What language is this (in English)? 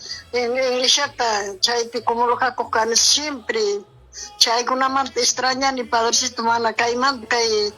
Ayacucho Quechua